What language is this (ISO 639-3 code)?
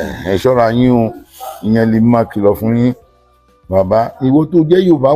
yor